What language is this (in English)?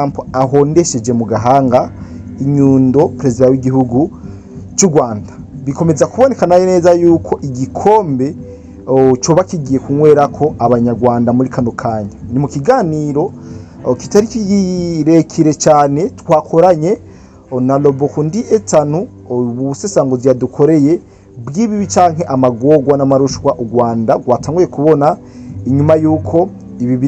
Rundi